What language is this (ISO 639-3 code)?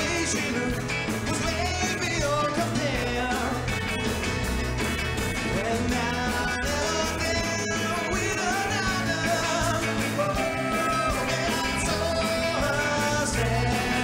slk